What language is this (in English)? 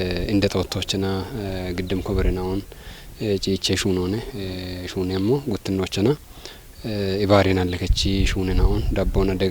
Kafa